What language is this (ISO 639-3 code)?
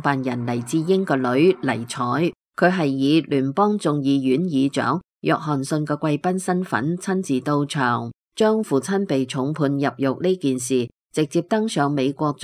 yue